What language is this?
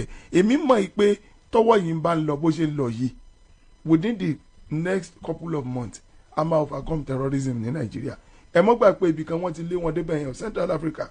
Yoruba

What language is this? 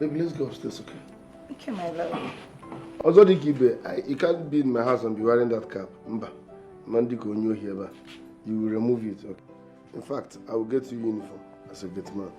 Nigerian Pidgin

